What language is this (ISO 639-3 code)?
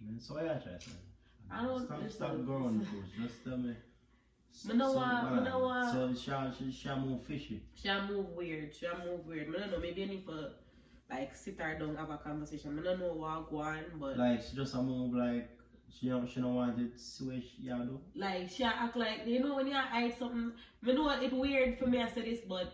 jam